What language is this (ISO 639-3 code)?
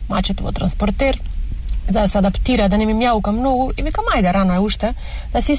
mkd